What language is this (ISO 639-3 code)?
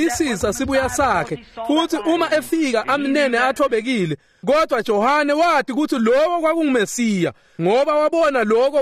ssw